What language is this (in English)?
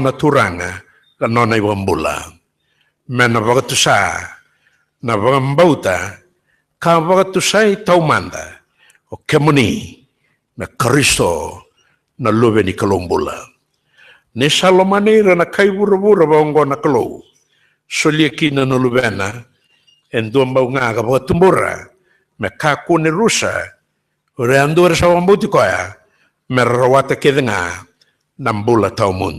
Fijian